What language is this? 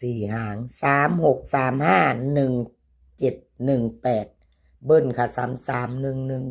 Northeastern Thai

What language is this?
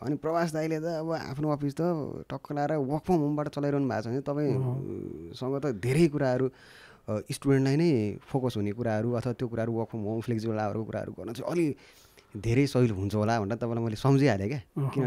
Nepali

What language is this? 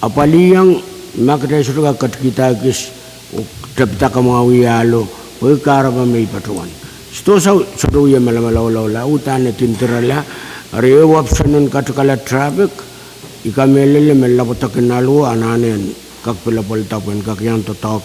Pohnpeian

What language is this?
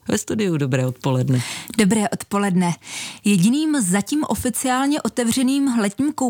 Czech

